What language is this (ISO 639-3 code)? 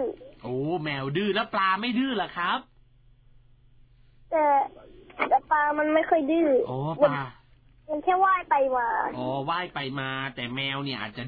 tha